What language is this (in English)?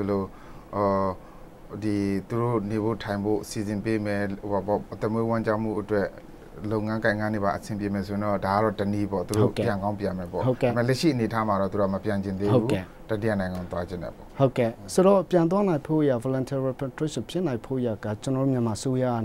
Burmese